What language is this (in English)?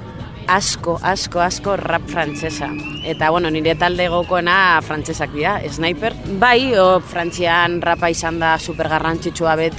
Basque